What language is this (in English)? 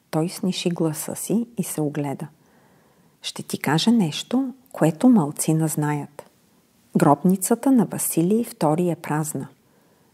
Bulgarian